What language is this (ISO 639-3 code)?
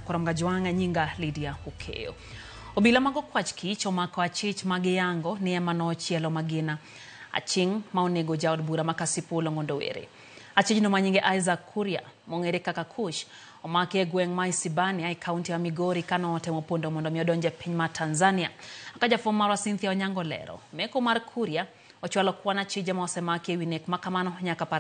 luo